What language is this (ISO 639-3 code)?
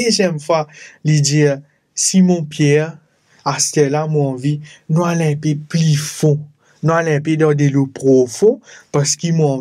mfe